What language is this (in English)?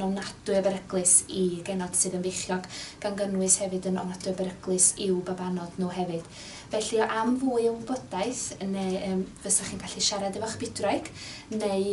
Welsh